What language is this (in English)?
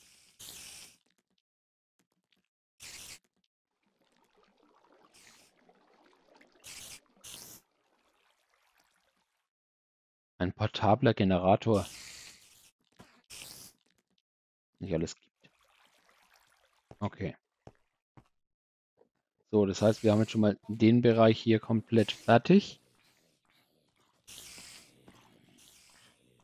German